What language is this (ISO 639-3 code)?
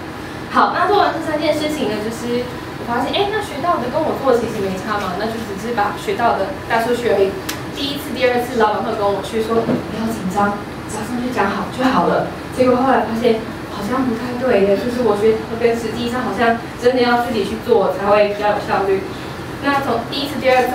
zho